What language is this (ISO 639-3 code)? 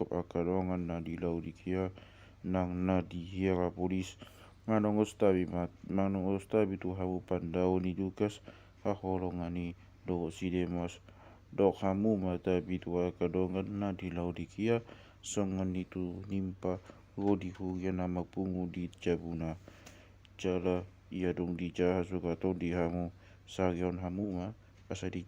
bbc